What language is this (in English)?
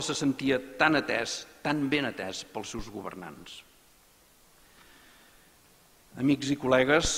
Catalan